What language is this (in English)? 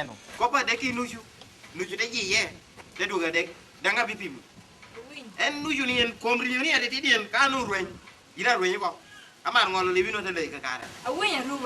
Lango (Uganda)